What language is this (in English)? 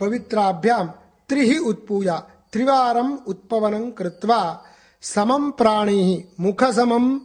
Sanskrit